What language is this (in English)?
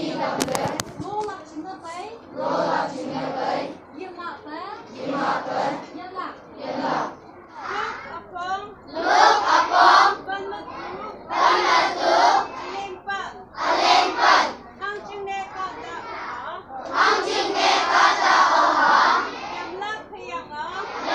Naga Pidgin